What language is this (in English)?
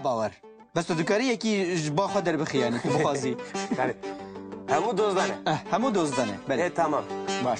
Kurdish